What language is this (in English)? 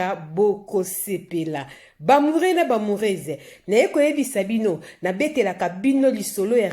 Lingala